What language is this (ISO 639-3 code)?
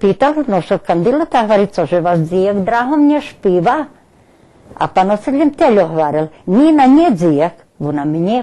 rue